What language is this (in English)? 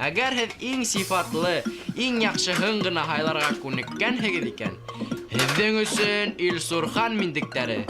Bashkir